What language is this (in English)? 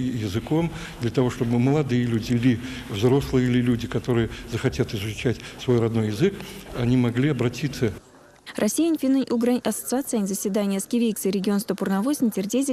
Erzya